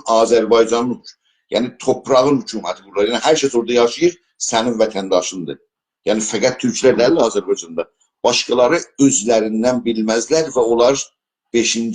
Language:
South Azerbaijani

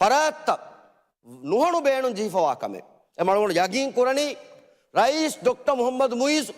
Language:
Divehi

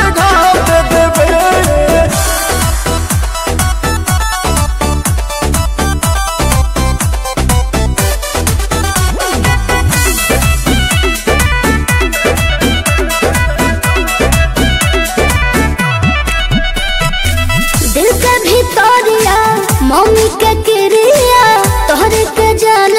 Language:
Bhojpuri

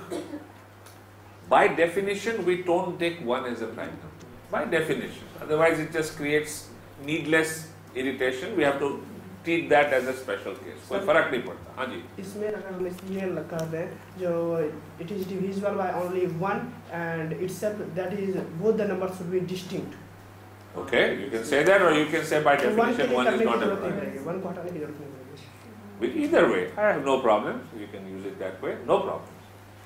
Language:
English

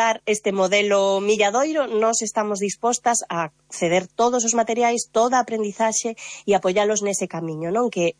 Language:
Galician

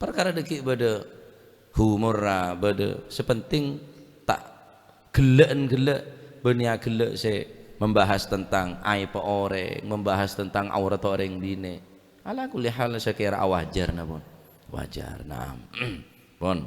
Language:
Madurese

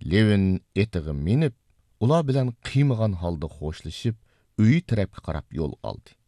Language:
Uyghur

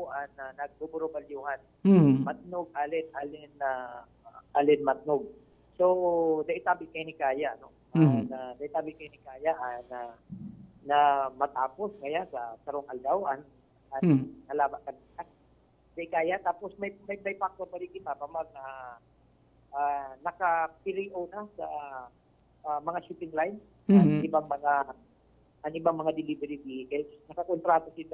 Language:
Bikol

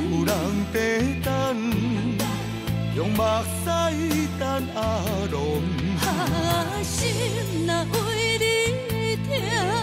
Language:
Min Nan Chinese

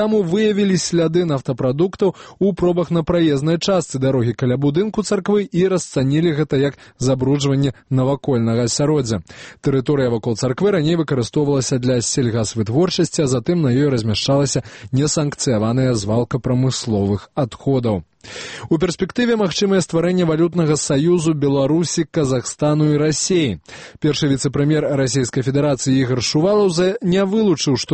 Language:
Belarusian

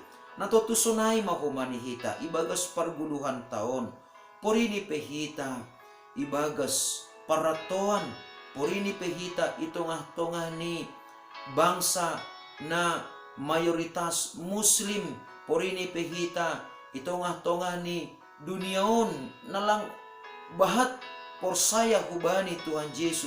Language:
Batak Simalungun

